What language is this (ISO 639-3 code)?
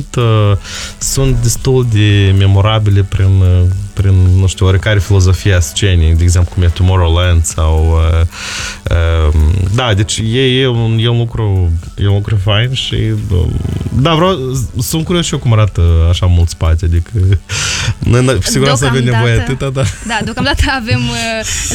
ron